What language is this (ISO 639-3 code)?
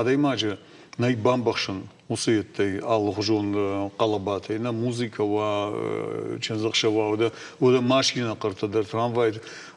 oss